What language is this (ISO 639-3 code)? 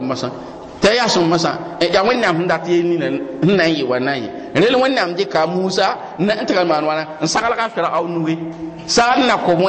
mos